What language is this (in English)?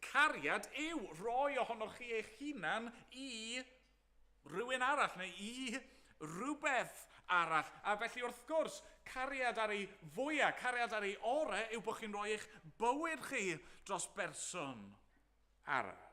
Welsh